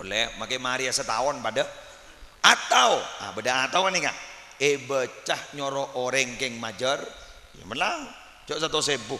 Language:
Madurese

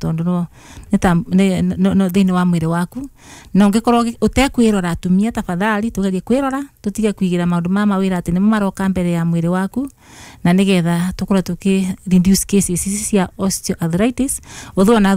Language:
Kikuyu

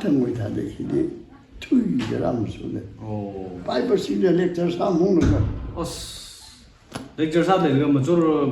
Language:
Tangkhul Naga (India)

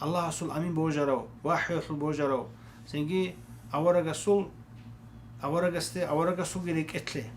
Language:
Avaric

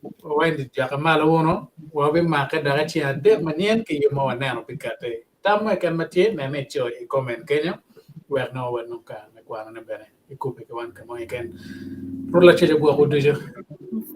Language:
Acoli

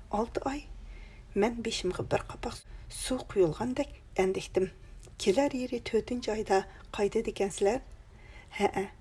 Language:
Uyghur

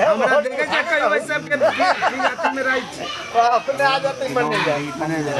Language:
Maithili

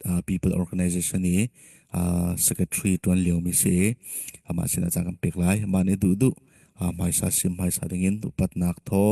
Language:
Falam Chin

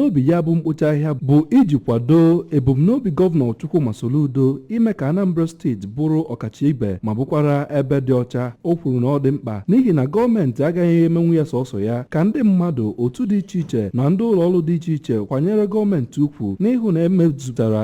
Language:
Igbo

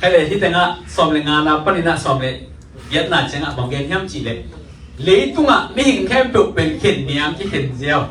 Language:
Tedim Chin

